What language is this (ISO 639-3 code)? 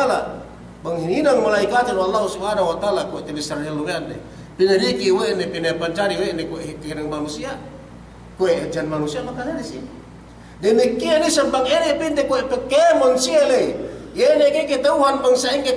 yka